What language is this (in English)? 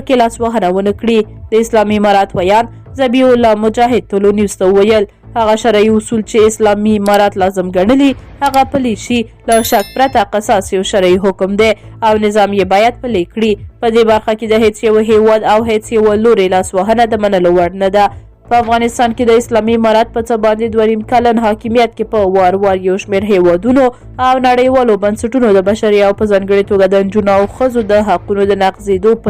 Pashto